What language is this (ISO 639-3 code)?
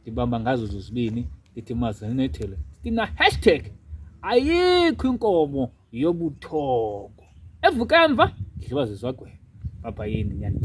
zul